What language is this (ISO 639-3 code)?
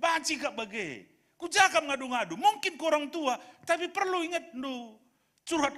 btx